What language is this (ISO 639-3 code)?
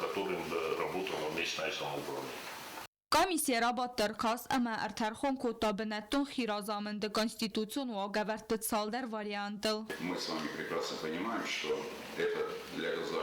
oss